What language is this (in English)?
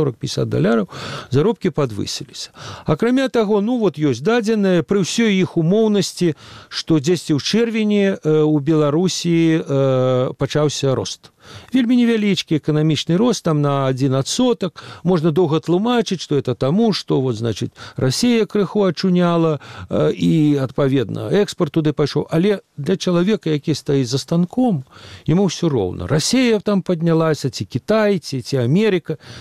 Belarusian